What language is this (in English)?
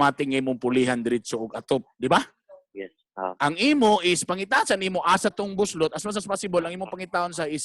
Cebuano